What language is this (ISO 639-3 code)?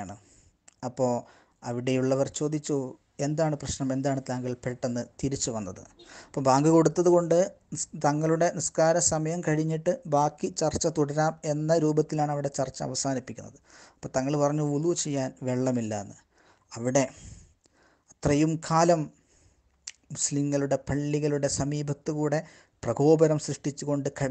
mal